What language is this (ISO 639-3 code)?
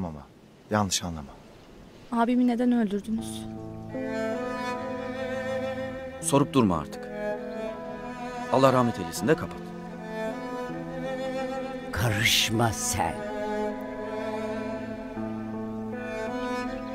tur